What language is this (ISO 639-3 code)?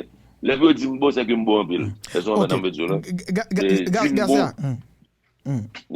hat